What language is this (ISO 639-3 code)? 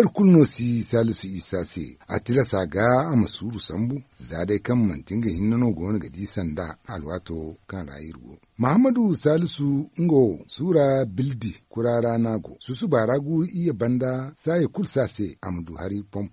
dje